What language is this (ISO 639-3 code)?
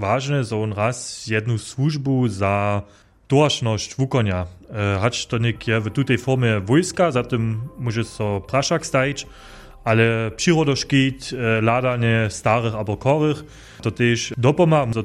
hsb